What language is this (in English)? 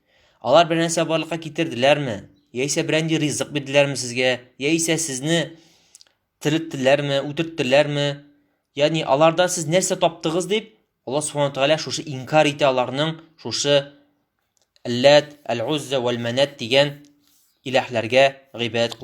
Tatar